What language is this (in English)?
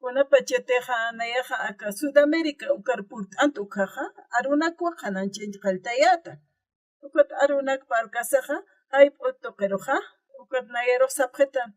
Aymara